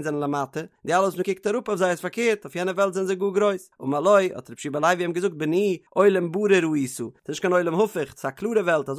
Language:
Yiddish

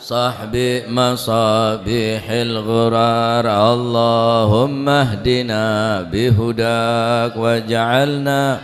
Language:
Madurese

